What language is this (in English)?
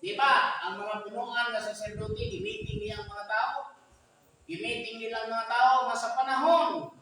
Cebuano